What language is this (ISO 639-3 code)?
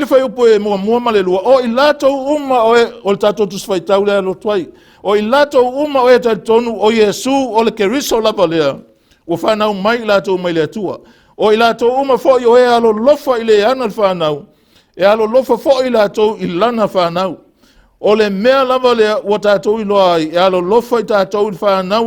smo